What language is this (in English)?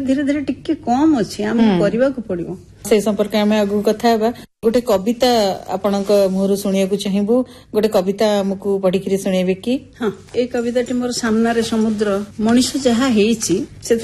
Odia